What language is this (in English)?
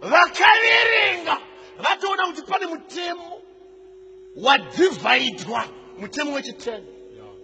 Shona